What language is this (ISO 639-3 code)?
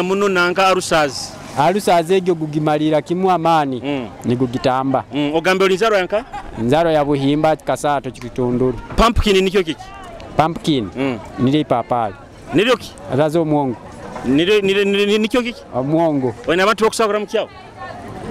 nyo